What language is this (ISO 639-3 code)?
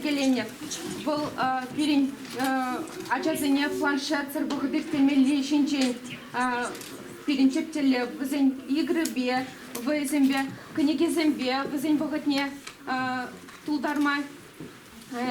chv